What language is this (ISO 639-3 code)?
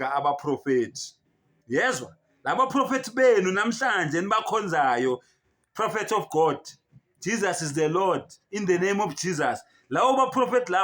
zul